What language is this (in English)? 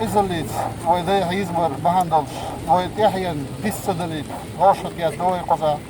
Chechen